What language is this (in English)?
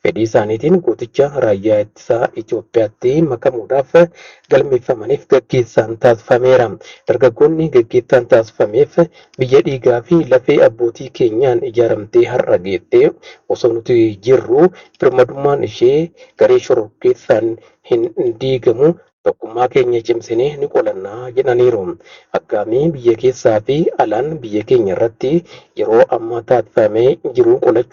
Oromo